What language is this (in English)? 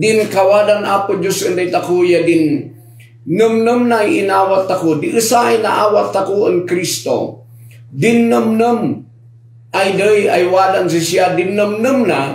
Kankanaey